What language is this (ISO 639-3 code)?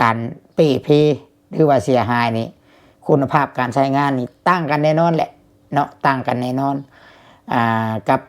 lao